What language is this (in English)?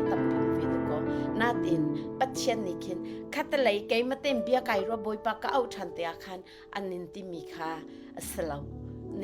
Hakha Chin